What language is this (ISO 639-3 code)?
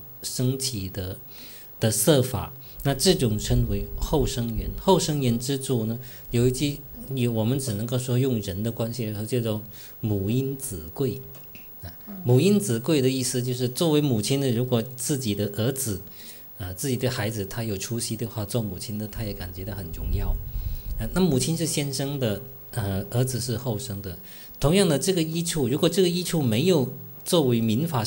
zho